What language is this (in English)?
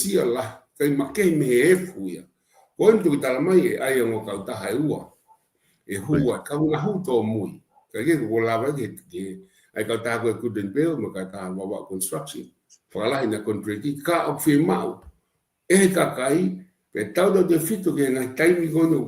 Tongan